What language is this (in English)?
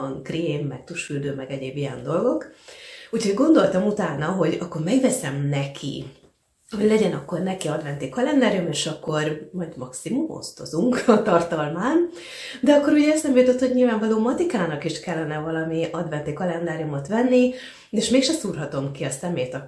Hungarian